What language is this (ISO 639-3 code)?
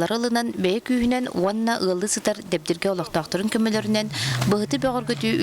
sah